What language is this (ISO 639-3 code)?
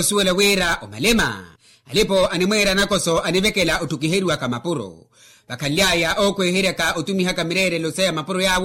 vmw